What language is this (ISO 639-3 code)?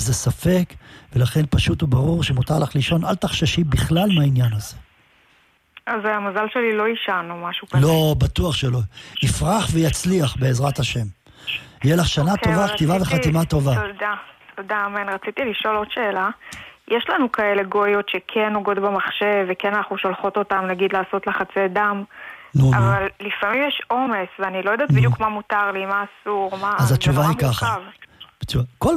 heb